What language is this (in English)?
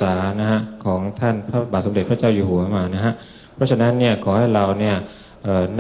Thai